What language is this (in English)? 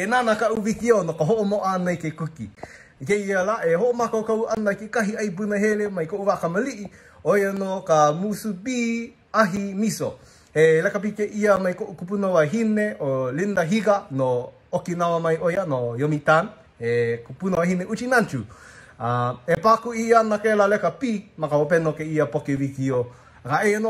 Hawaiian